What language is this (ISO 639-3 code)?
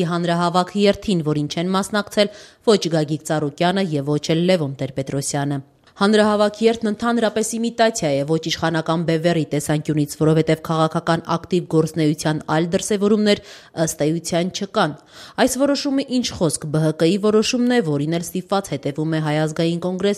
hye